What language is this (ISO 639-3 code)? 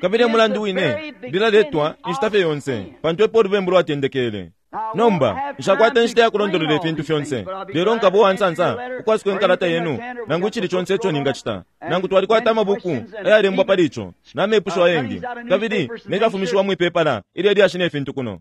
bem